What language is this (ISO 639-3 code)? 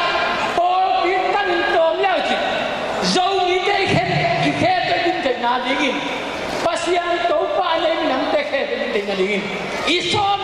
ctd